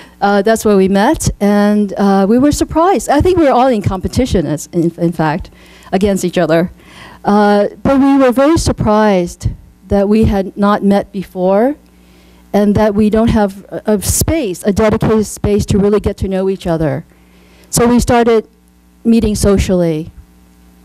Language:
English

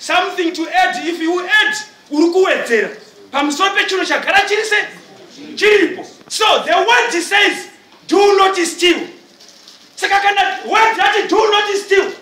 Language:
Shona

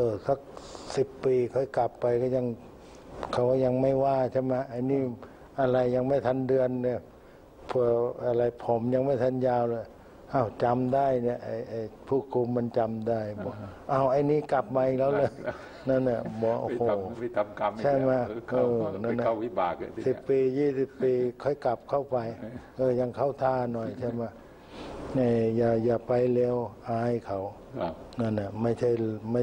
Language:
Thai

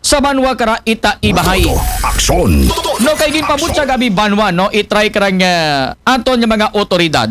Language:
Aklanon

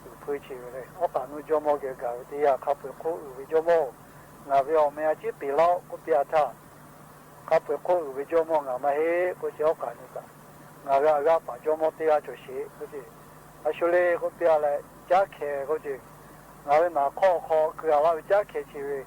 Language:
Lahu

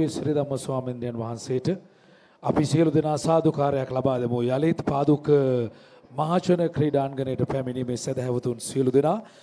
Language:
Sinhala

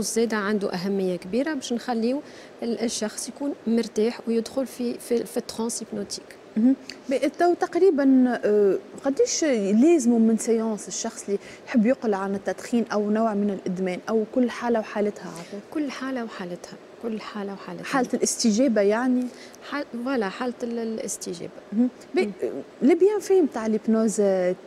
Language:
Tunisian Arabic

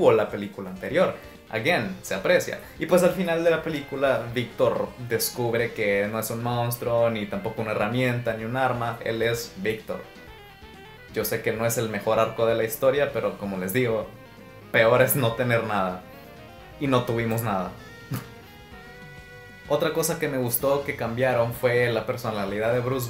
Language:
Spanish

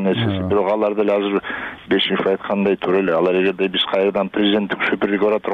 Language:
Kyrgyz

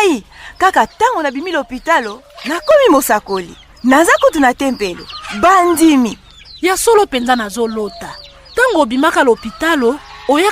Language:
Lingala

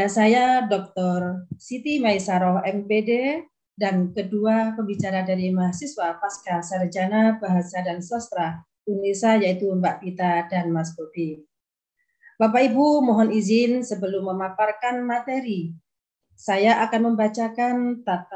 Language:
Indonesian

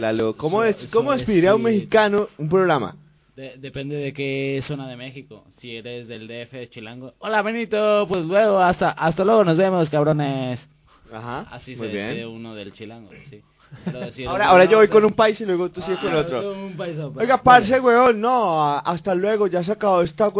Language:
Spanish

